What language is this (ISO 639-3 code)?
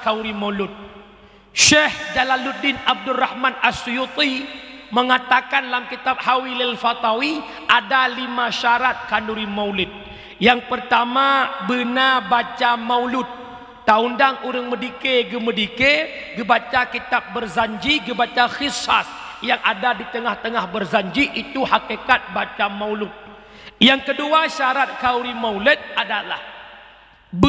ace